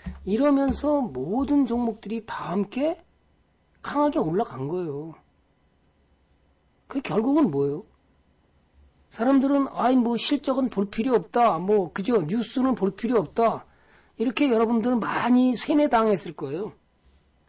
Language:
Korean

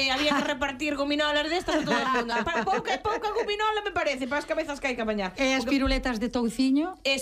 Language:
Galician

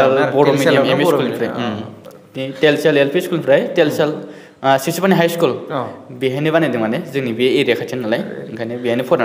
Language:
Bodo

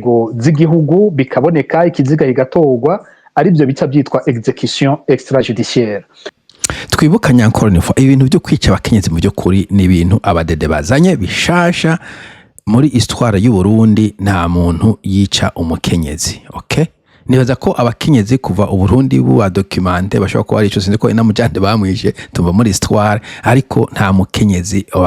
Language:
Rundi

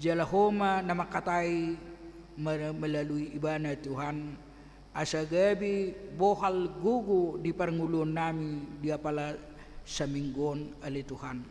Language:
Batak Toba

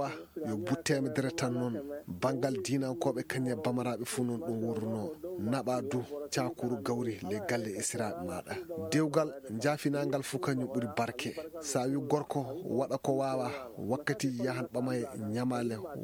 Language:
Fula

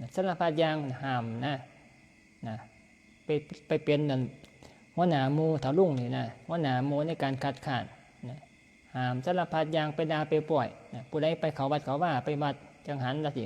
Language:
Northeastern Thai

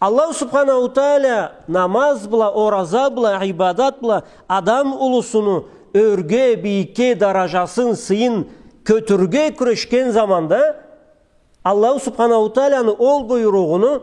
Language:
Karachay-Balkar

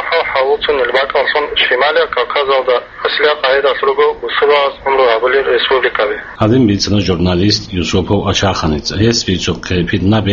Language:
Avaric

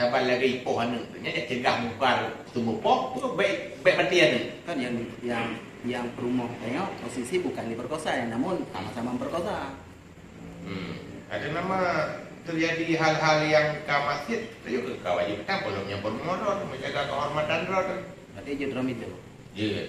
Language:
Achinese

